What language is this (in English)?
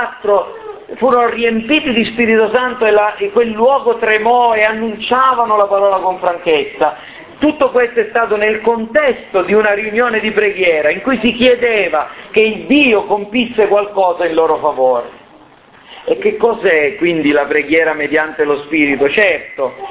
Italian